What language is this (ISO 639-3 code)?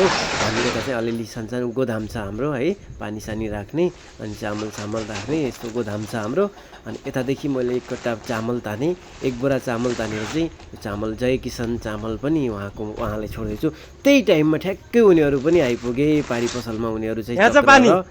nep